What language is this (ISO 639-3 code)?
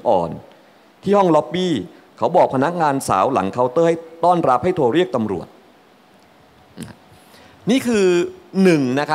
tha